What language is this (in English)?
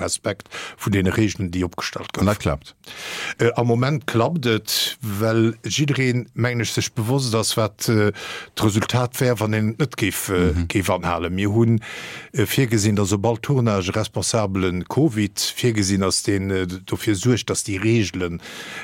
Luxembourgish